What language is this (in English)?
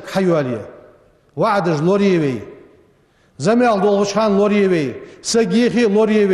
Ingush